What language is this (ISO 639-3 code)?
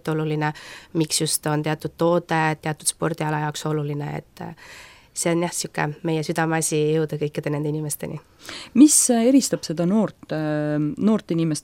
est